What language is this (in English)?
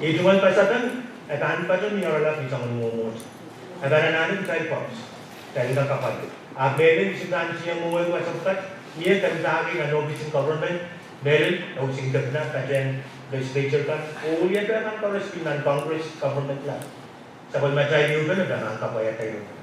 Pohnpeian